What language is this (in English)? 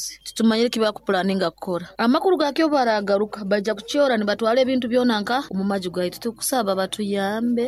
Nyoro